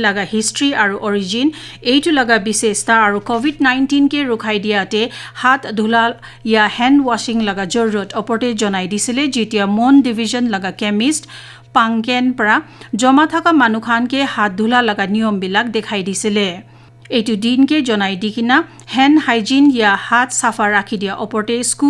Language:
Naga Pidgin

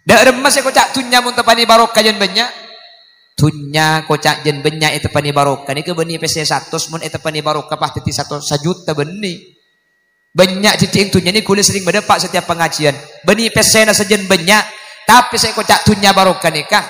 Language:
Madurese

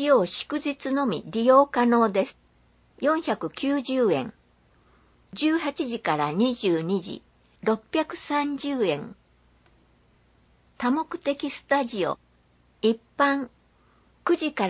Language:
Japanese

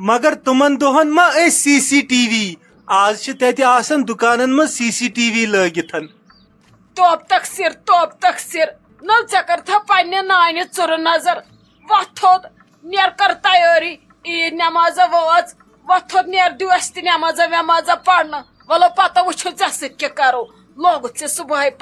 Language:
Kashmiri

